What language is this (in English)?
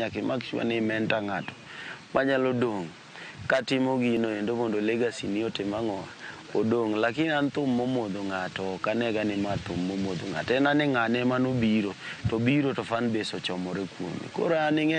Luo (Kenya and Tanzania)